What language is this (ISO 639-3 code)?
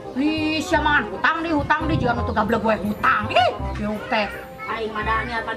sun